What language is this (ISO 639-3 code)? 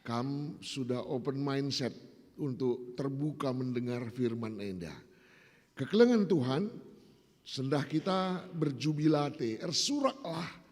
btx